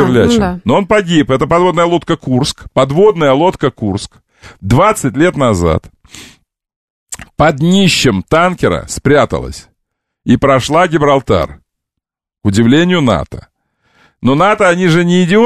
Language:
Russian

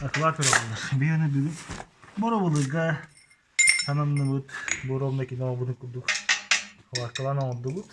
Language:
Yakut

